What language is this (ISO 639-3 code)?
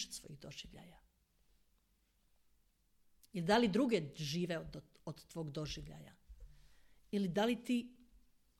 hrv